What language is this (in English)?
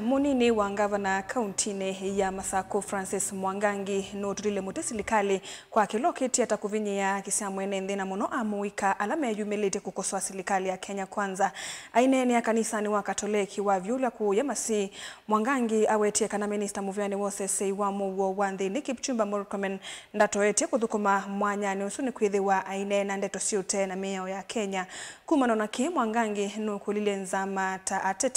Kamba